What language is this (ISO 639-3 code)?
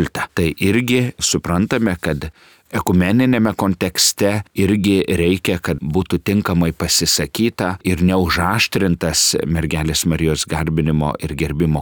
lit